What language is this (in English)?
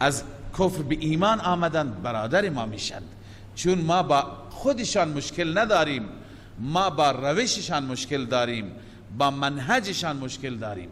Persian